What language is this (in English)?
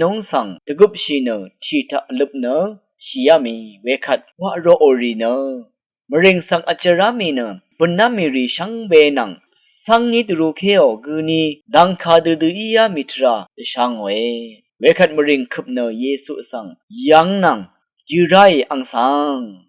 Rawang